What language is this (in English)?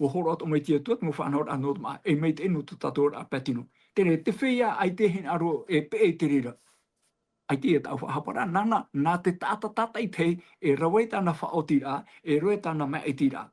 Tahitian